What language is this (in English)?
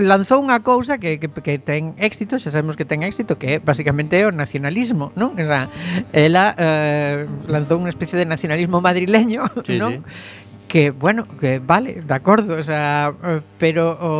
Galician